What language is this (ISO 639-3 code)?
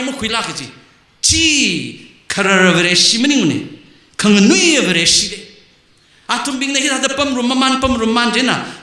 nmf